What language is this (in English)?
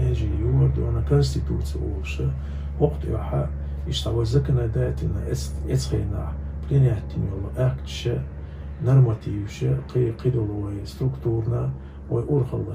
Chechen